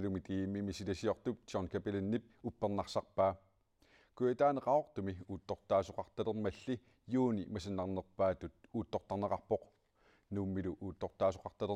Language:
Kalaallisut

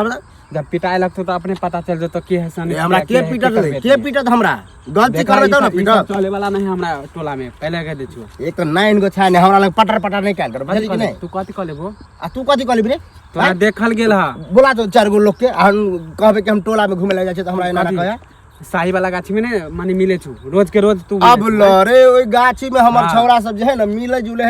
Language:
Maithili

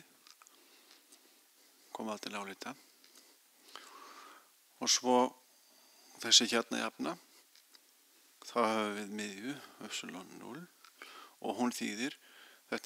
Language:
Icelandic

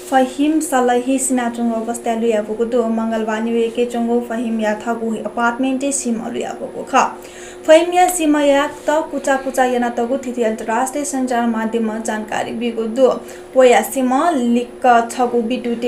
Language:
Newari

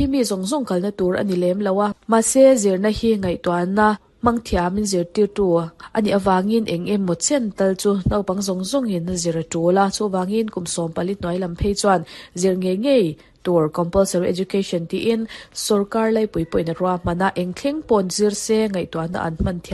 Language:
Mizo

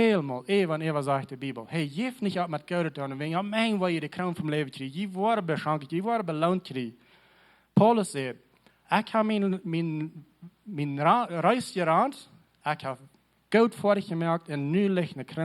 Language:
Plautdietsch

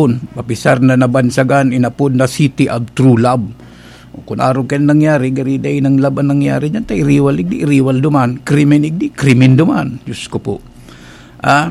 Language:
Bikol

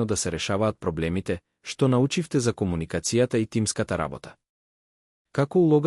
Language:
Macedonian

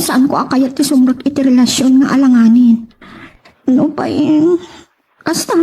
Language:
Iloko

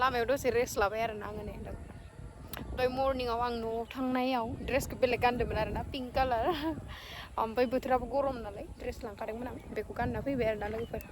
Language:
Bodo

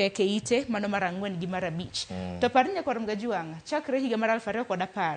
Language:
Luo (Kenya and Tanzania)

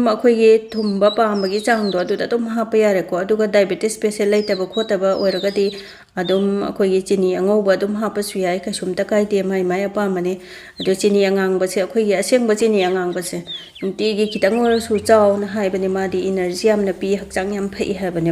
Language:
Manipuri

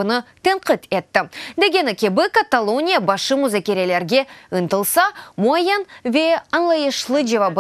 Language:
Crimean Tatar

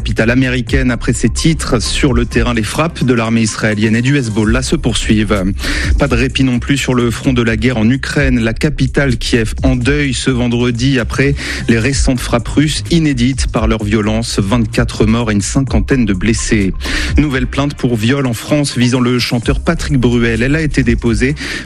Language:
French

